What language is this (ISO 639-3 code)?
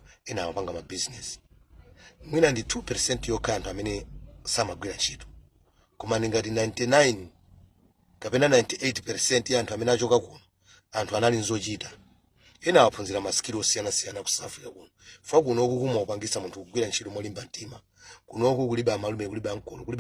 nya